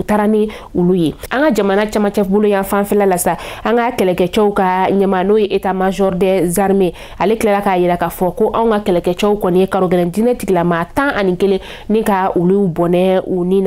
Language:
Bambara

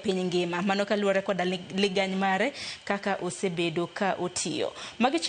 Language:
Luo (Kenya and Tanzania)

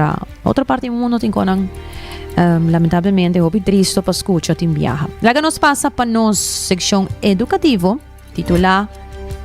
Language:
Papiamento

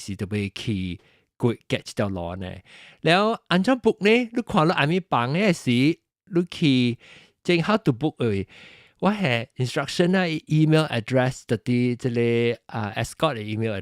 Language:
Min Nan Chinese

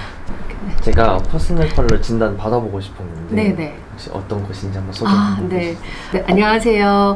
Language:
Korean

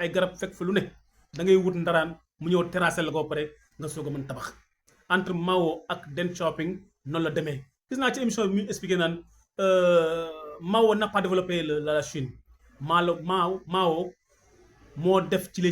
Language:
Wolof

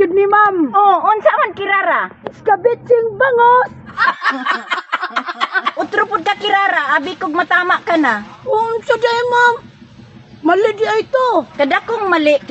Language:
Cebuano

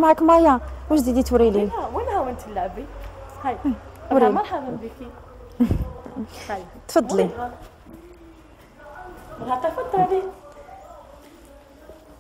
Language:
Algerian Arabic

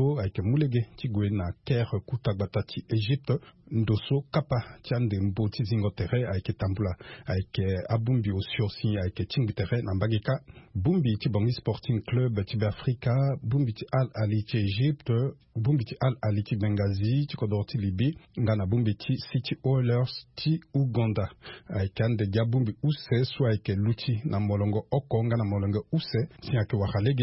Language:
Sango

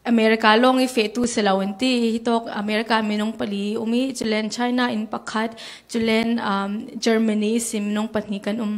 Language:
Falam Chin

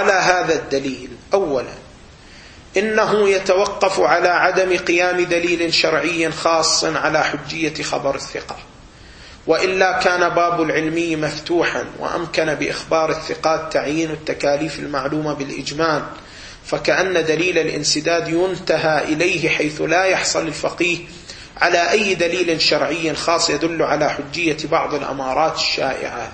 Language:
Arabic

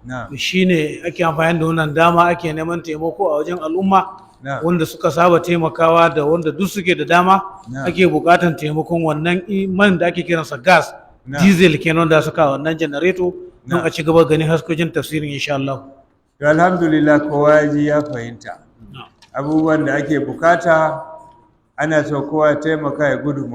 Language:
Hausa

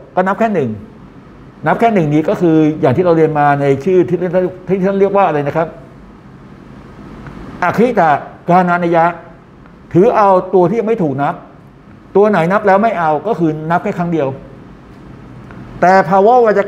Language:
Thai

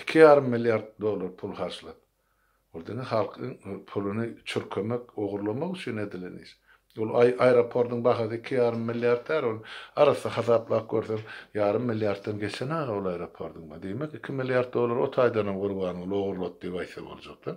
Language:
Turkmen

